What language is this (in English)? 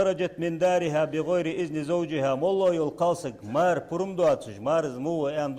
Ingush